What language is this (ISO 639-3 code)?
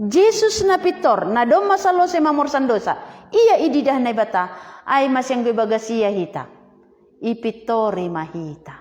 bts